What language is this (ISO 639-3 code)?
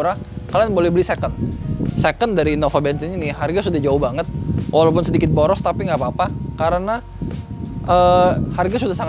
ind